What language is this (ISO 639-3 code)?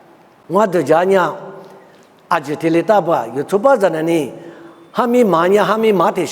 lis